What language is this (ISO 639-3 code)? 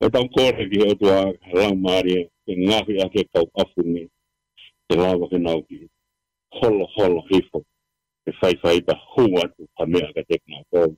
ton